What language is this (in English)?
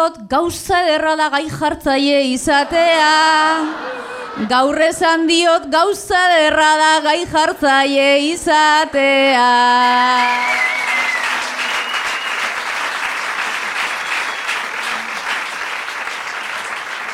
Basque